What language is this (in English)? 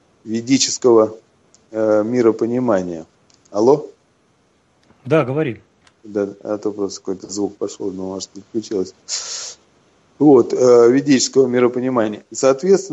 Russian